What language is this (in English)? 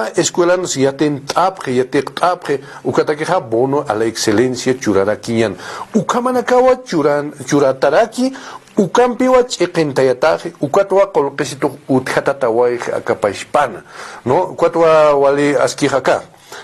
Aymara